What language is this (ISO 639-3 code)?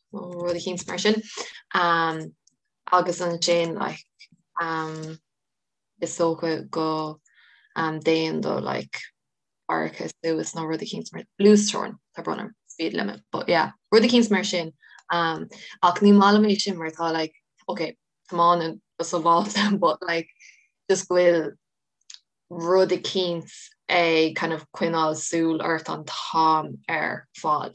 gle